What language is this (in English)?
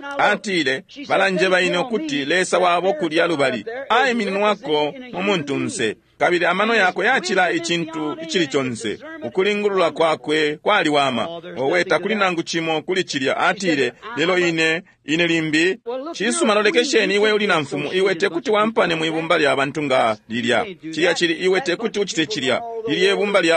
Bemba